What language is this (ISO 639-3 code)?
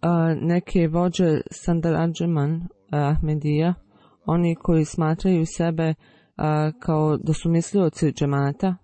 bos